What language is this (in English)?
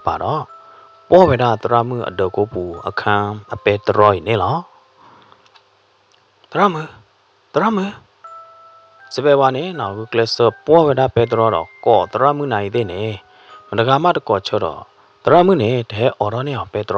S'gaw Karen